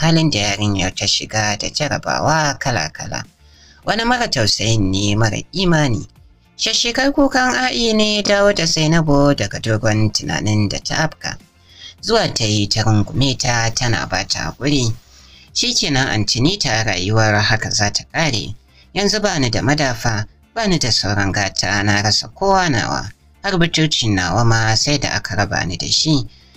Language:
Hausa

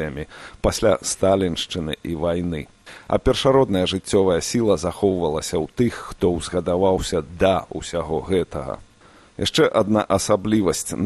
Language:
Belarusian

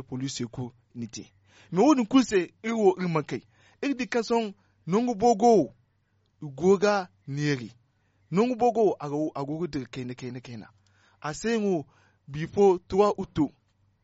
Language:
Zarma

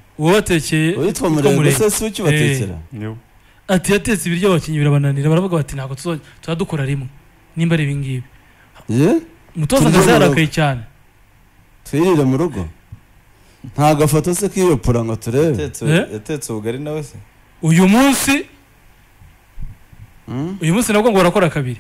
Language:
Kinyarwanda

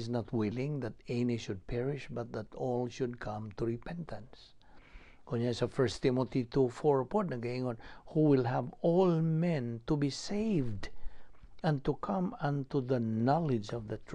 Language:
Cebuano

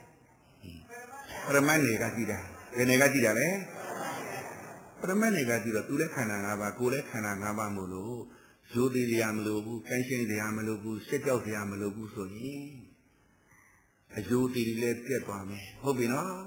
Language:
Burmese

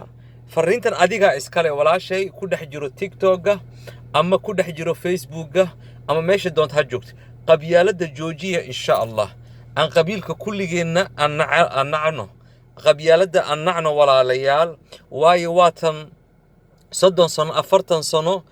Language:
Somali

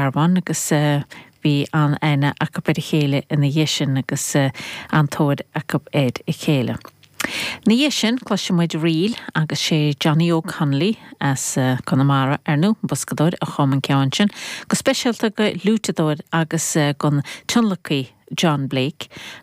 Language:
Irish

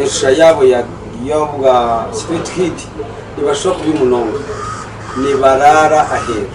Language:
Nyankole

